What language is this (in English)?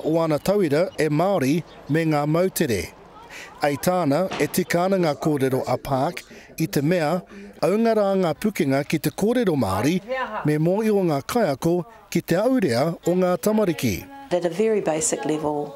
Māori